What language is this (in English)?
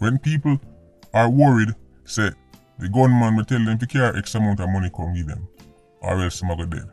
Jamaican Creole English